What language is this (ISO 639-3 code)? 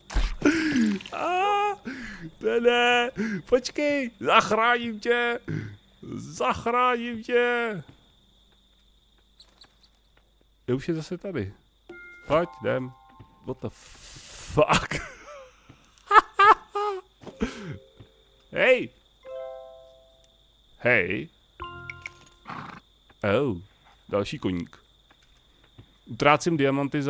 ces